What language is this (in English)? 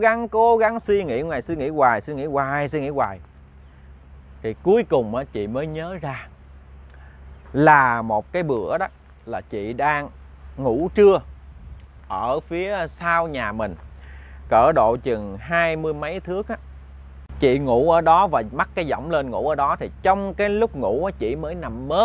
Vietnamese